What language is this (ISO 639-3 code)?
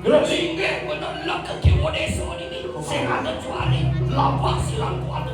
ban